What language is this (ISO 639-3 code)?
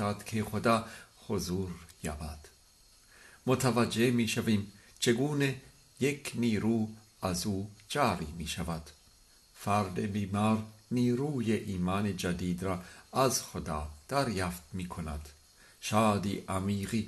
fas